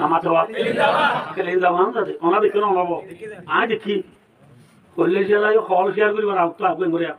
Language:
Rohingya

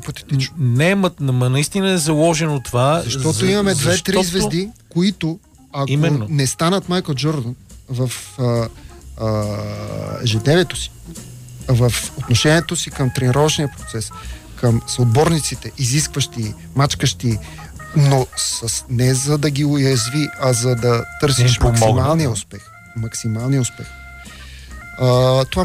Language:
Bulgarian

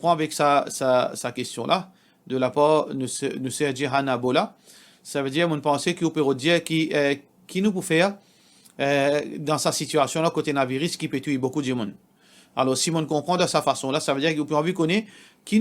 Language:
Morisyen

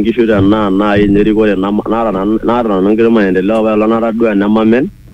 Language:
Swahili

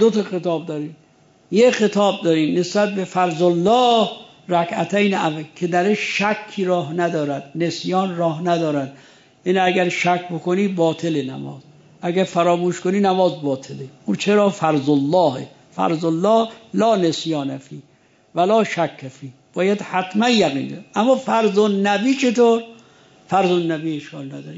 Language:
Persian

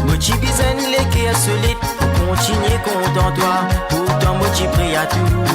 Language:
Morisyen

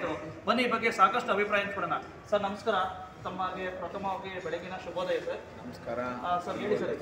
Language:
Kannada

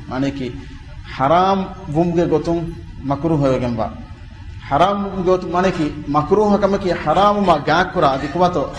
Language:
Divehi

